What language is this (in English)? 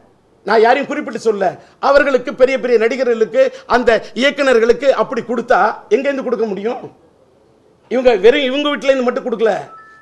Tamil